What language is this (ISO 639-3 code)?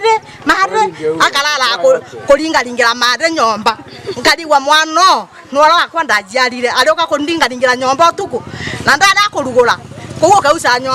mer